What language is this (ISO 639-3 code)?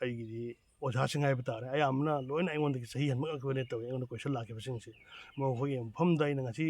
mni